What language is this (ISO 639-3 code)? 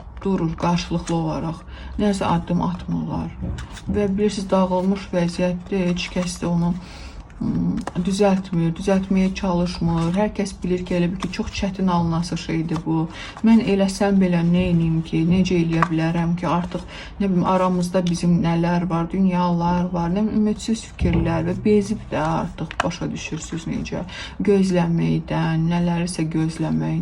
aze